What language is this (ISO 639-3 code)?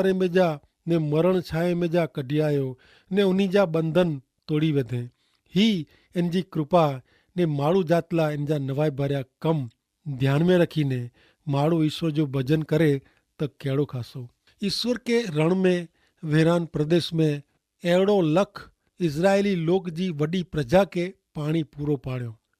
kfr